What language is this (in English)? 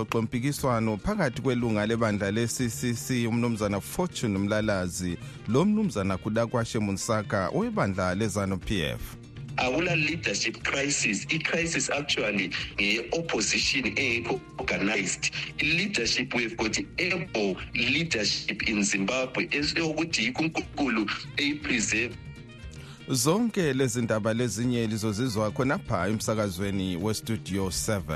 North Ndebele